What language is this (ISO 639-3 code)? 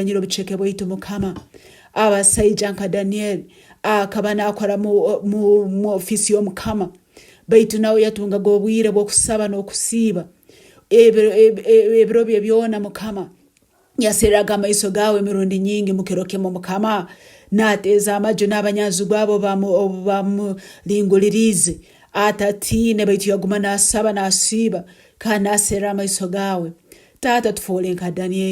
ttj